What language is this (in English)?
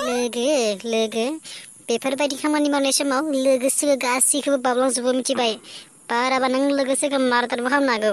Bodo